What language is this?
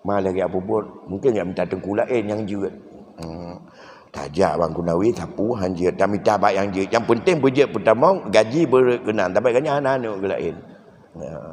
Achinese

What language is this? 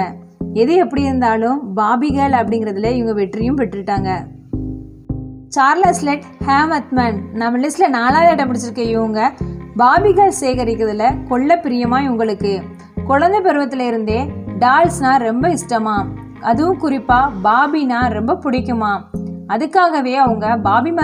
Tamil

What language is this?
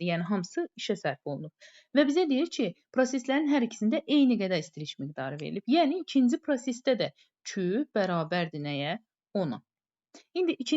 Azerbaijani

